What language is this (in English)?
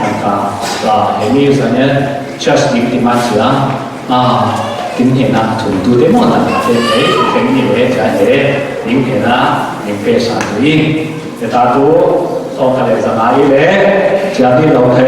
Falam Chin